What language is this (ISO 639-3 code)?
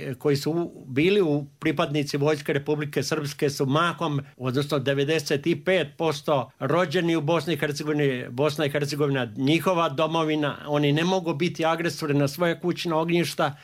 srp